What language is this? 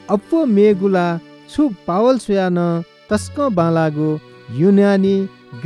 Newari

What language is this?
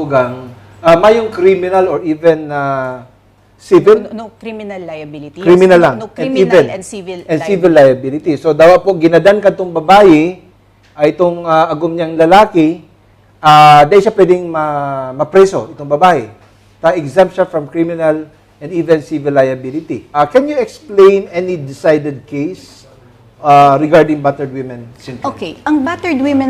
Bikol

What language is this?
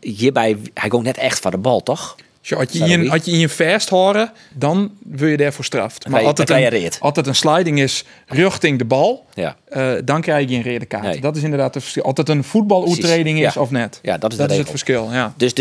Western Frisian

